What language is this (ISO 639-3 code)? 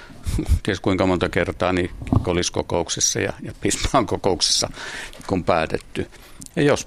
fin